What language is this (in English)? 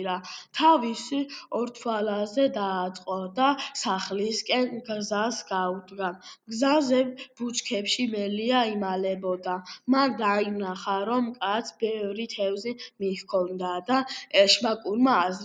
Georgian